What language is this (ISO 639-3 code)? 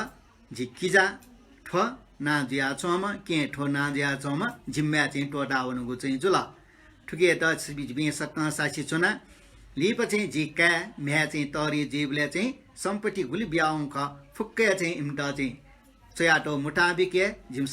new